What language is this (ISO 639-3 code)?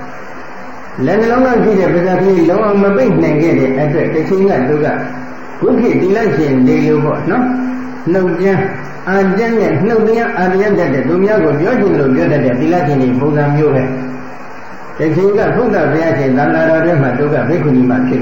mya